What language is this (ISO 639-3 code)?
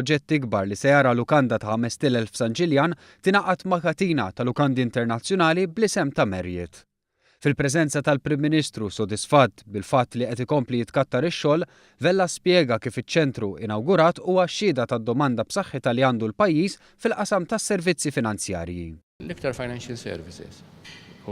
mlt